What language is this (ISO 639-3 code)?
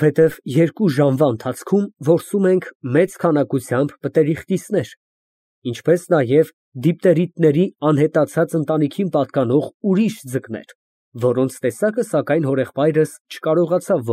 hye